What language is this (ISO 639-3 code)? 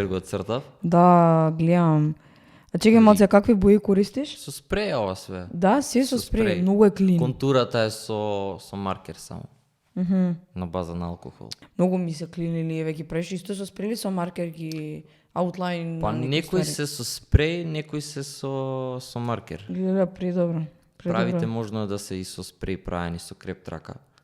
mkd